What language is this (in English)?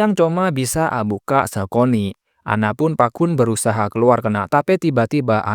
Madurese